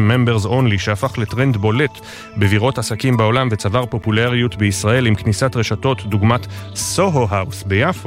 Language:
Hebrew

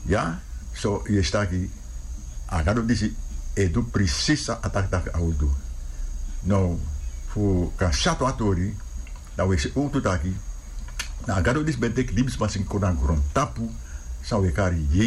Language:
Sranan Tongo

